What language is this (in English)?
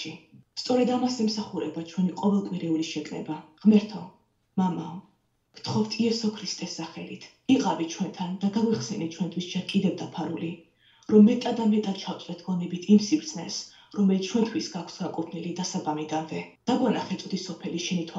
Georgian